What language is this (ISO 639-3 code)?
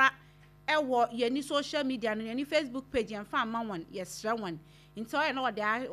aka